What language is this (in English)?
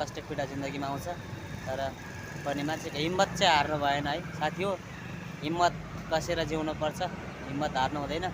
Nepali